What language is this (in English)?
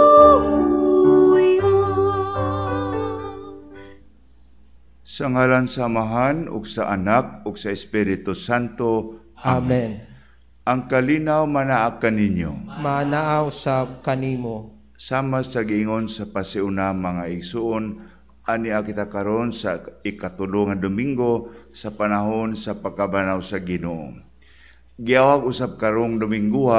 Cebuano